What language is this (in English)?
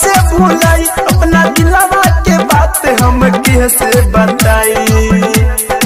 Bhojpuri